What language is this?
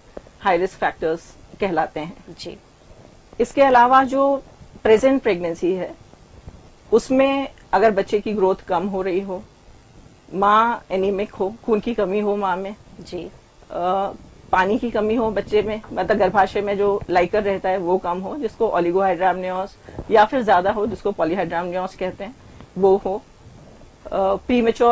Hindi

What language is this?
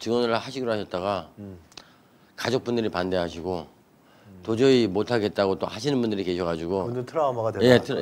Korean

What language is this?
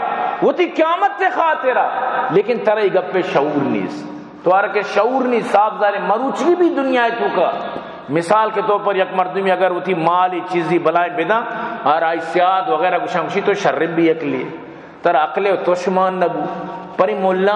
Baluchi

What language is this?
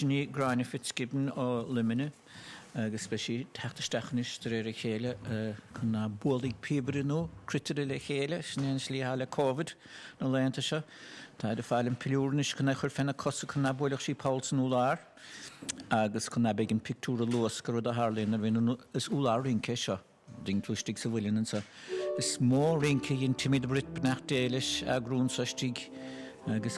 Irish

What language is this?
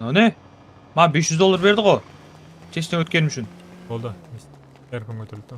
Kara-Kalpak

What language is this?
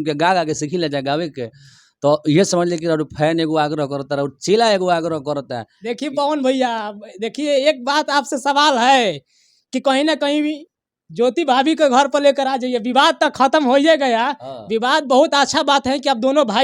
Bhojpuri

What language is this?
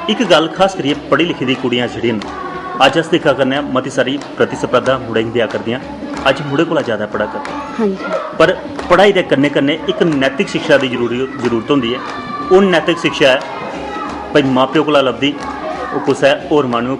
Dogri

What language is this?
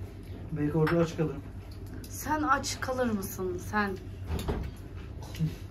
Turkish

